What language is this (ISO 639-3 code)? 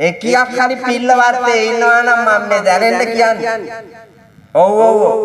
sin